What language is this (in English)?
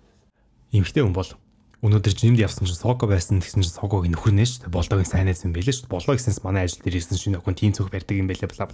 Mongolian